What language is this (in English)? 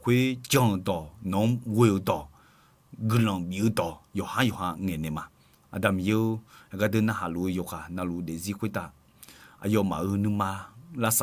Akha